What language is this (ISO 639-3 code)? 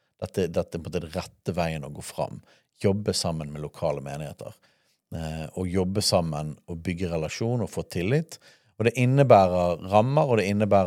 nor